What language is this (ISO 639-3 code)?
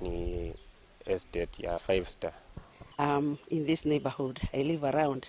kik